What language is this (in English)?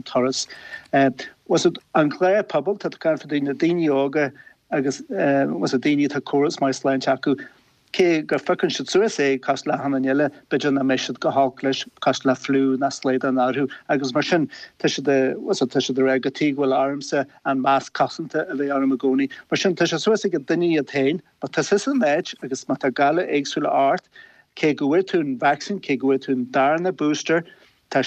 Irish